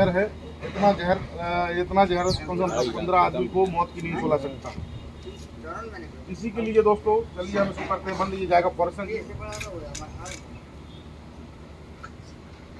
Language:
Hindi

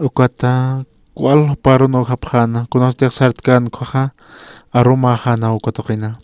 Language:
Aymara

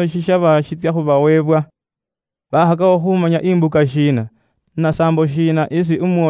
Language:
Luyia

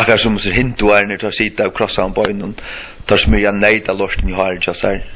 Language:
Faroese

